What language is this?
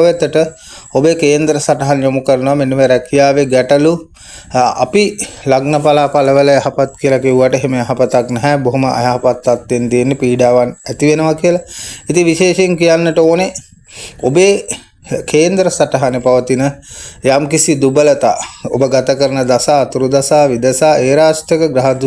Sinhala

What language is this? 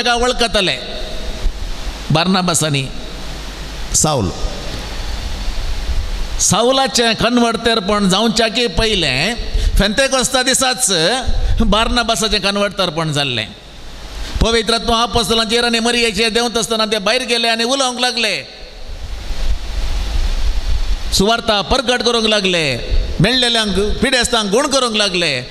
Konkani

